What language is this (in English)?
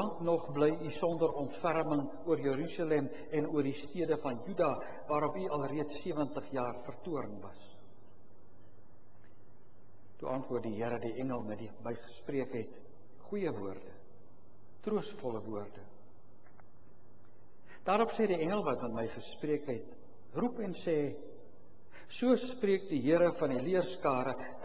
Afrikaans